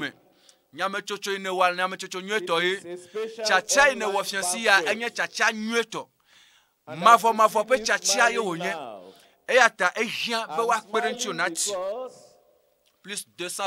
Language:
Ewe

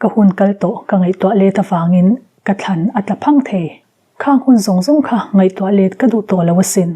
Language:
Mizo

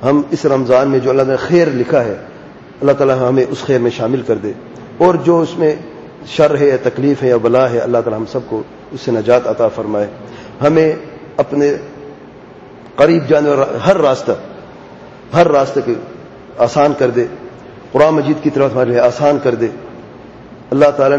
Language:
Urdu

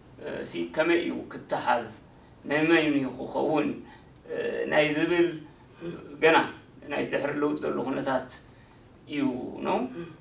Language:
Tigrinya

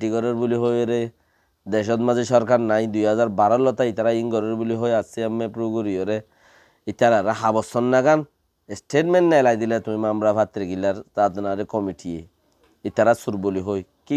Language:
Rohingya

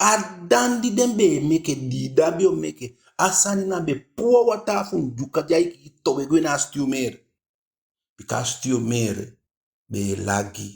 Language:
Eastern Maroon Creole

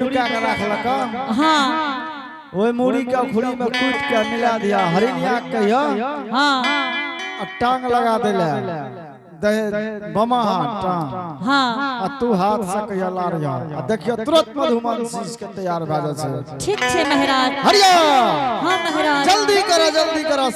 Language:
Angika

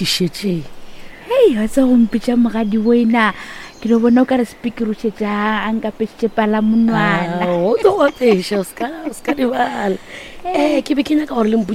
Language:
Northern Sotho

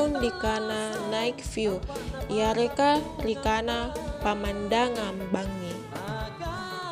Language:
Makasar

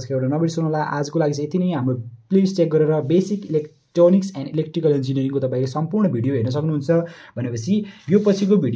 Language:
Nepali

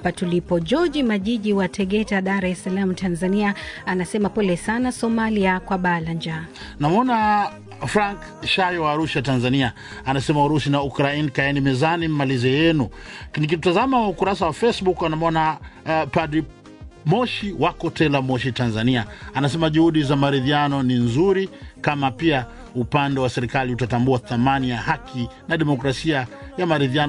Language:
Swahili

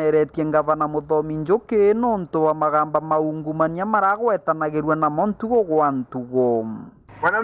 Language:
Meru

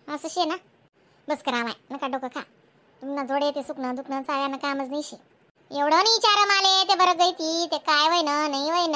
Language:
Khandesi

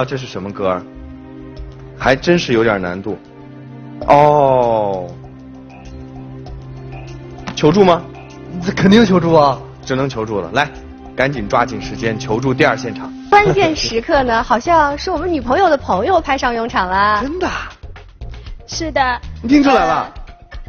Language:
Chinese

